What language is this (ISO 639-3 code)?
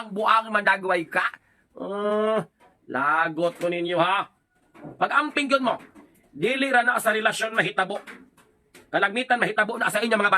ceb